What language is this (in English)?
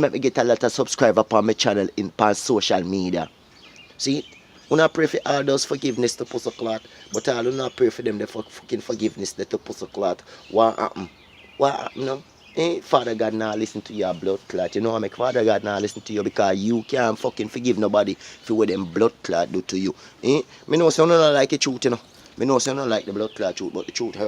Jamaican Creole English